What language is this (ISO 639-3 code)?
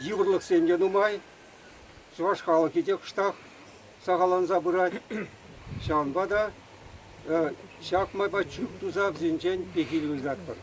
chv